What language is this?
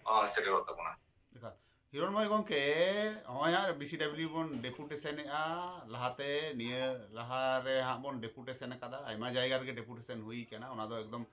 Santali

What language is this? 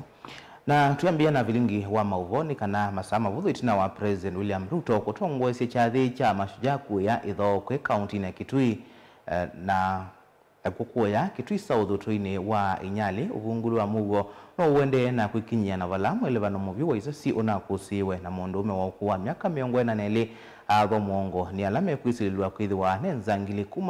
Kamba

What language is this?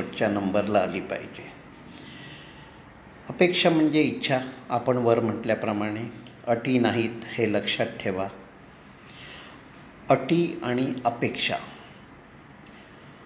Marathi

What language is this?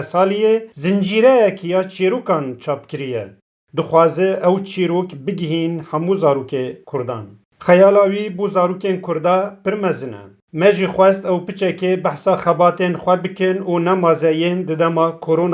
Kurdish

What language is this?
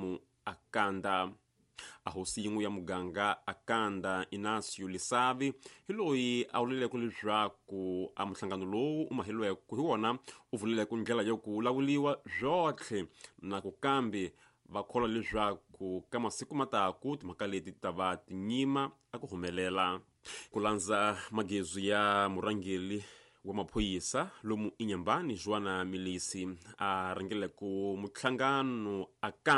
Tsonga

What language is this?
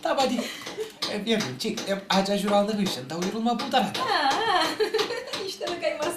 Chuvash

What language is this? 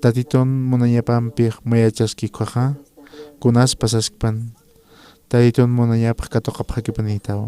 Aymara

